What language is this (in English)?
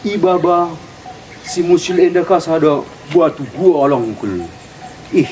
Batak Karo